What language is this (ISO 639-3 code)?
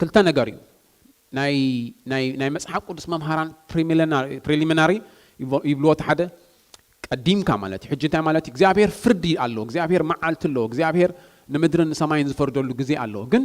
tir